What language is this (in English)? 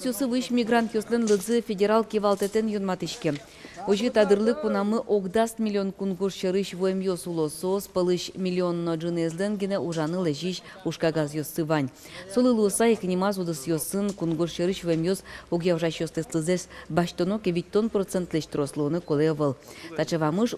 Udmurt